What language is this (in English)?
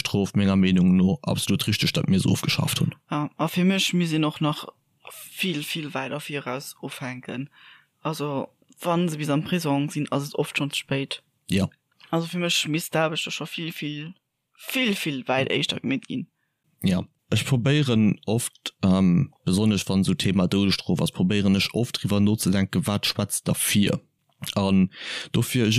Luxembourgish